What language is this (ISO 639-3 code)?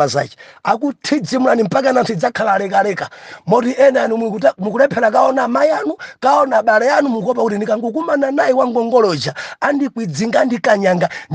nya